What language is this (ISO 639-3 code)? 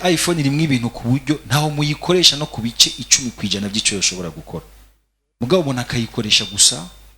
run